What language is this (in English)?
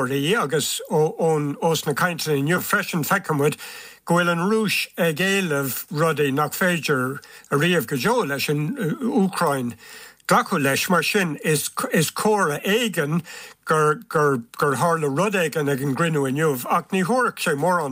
Irish